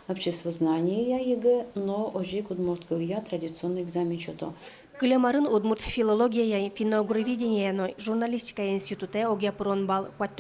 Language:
Udmurt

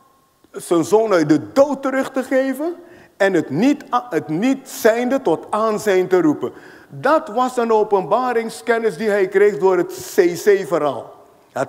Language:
Dutch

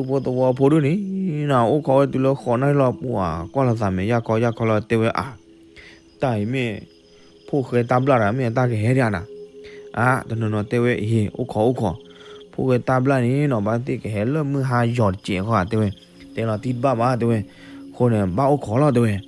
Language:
S'gaw Karen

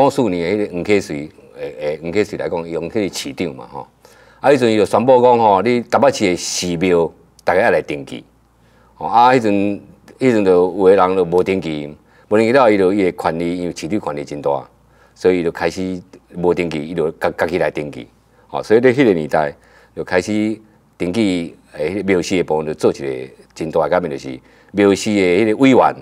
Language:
Min Nan Chinese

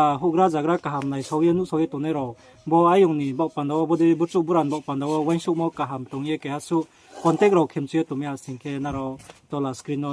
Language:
Riang (India)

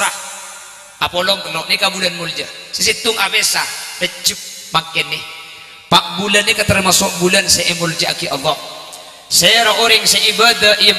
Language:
Madurese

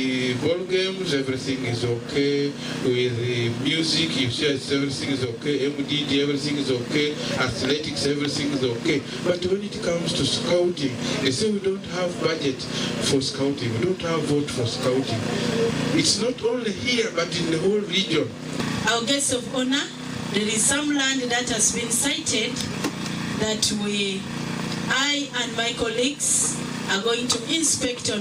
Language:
Nyankole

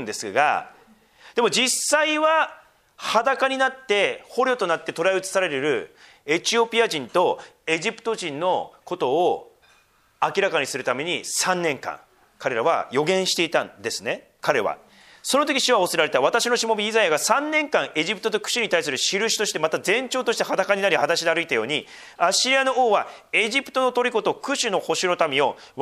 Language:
Japanese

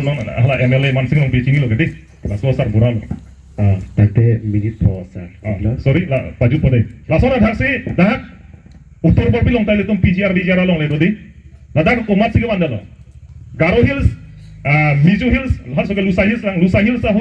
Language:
Karbi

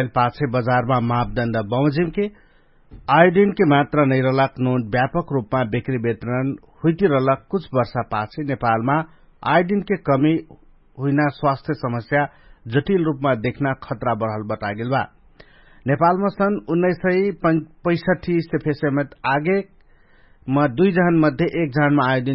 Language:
Dangaura Tharu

